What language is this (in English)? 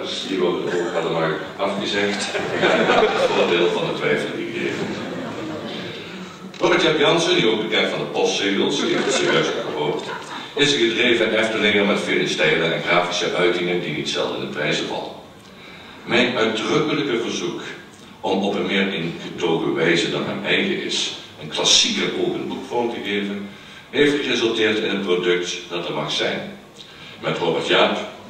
Dutch